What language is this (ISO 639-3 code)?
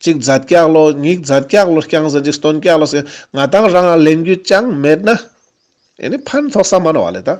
lbj